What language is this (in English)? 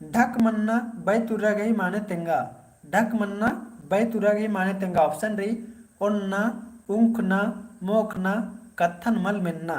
Kurukh